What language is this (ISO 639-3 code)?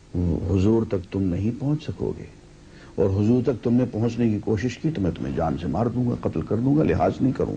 urd